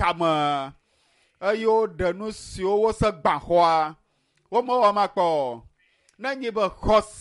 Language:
Ewe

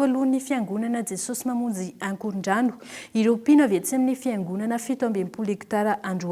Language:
Malagasy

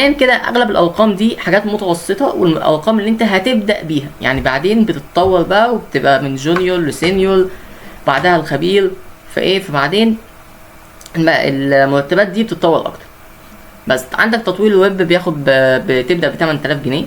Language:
Egyptian Arabic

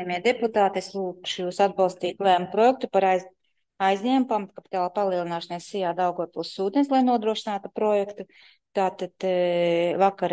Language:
Latvian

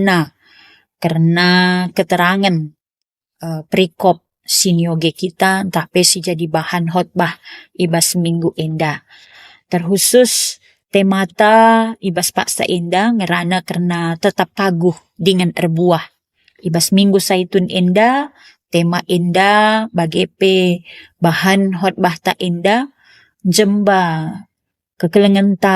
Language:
Batak Karo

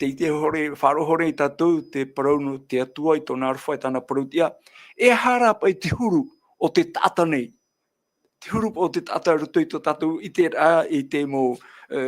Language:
Tahitian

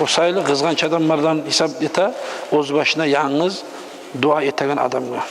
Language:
Kumyk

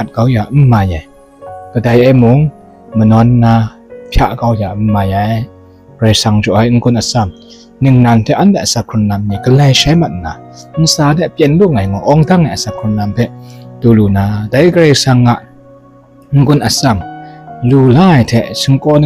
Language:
Kachin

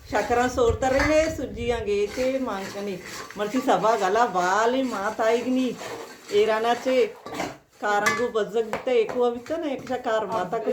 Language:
Baluchi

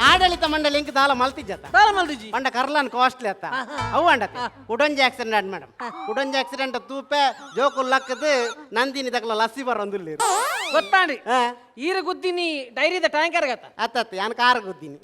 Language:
Tulu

